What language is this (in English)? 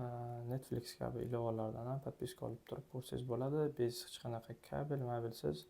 Uzbek